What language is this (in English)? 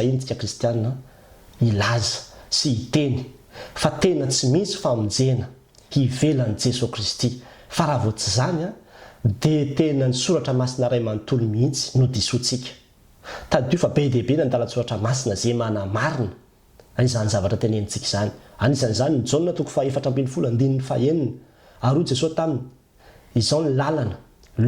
Malagasy